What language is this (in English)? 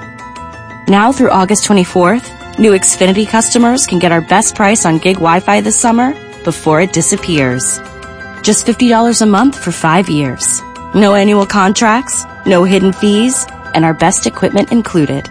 English